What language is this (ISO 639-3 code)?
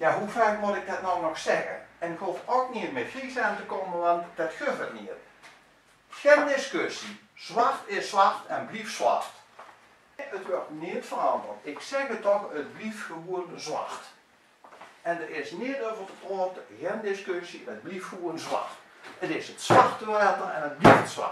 lim